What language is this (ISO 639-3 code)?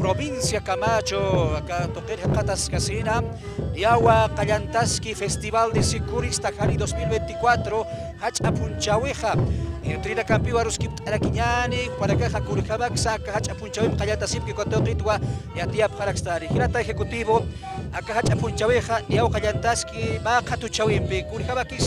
aym